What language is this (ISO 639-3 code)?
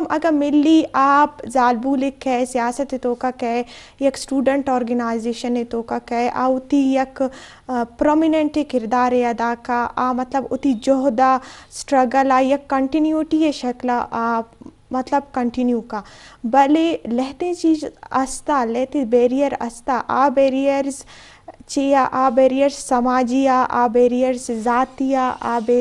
bgp